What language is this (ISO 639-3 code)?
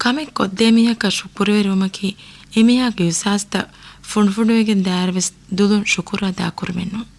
div